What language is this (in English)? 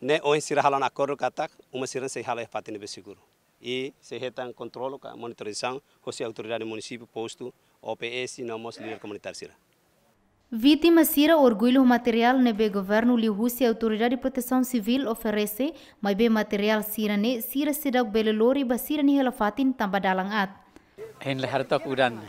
Tetum